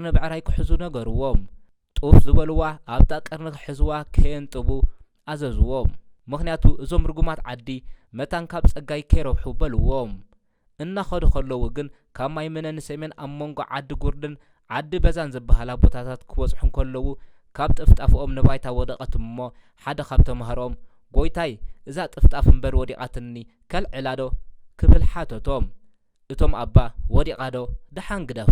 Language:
Tigrinya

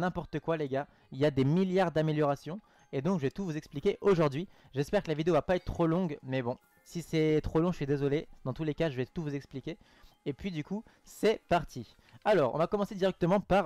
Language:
French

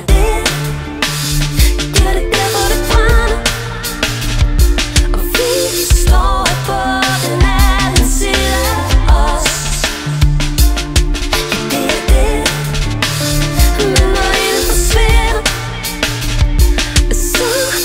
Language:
Danish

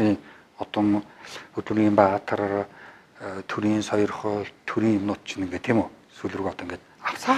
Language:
Mongolian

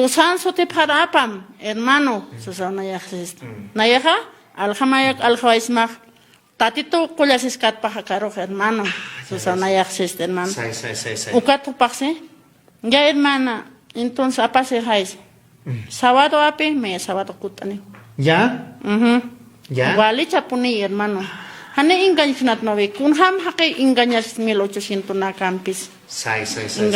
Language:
Aymara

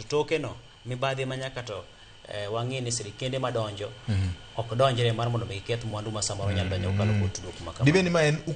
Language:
Luo (Kenya and Tanzania)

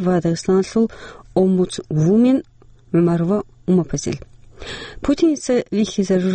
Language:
Avaric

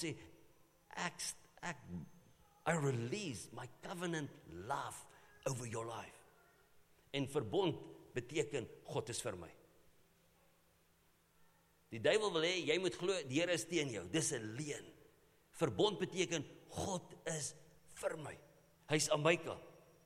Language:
Afrikaans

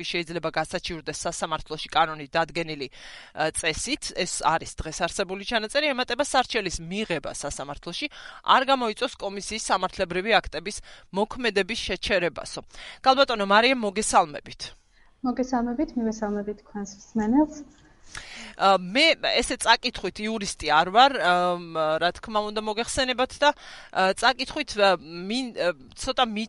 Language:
Georgian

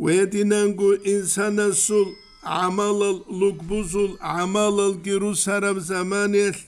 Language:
Avaric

